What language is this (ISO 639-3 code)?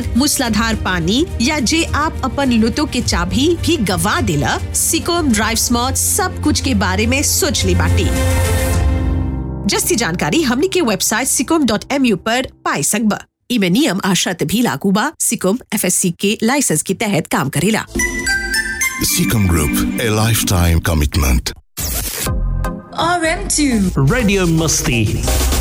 bho